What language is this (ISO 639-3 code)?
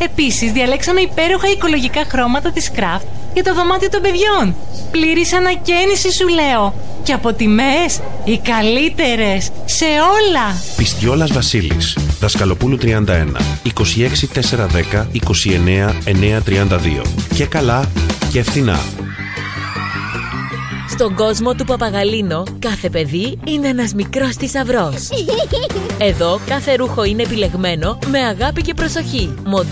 ell